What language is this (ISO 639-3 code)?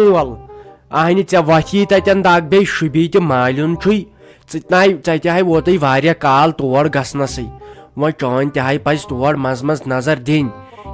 kas